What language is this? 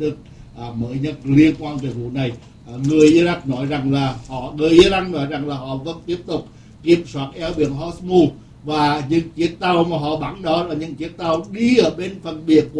Vietnamese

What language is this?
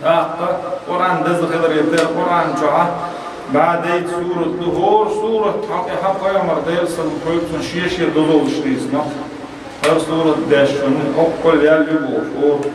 Chechen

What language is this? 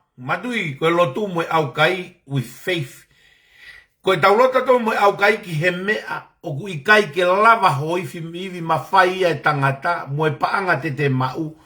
Tongan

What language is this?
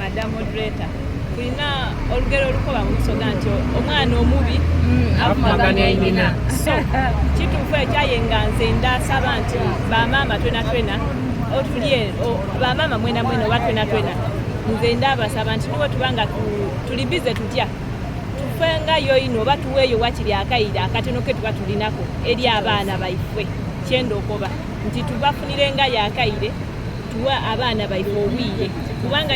Soga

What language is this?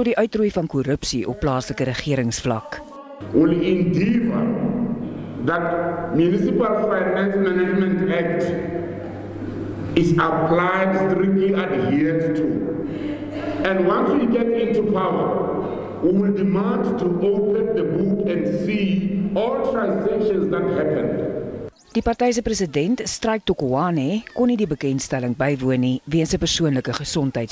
Afrikaans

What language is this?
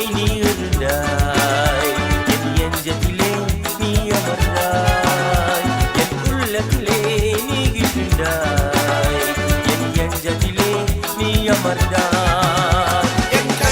Morisyen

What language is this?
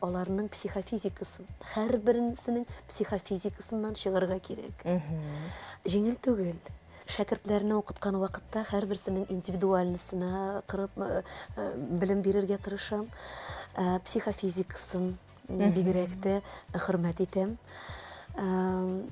Tatar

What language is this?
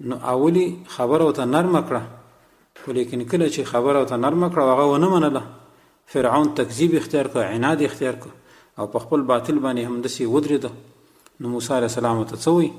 Pashto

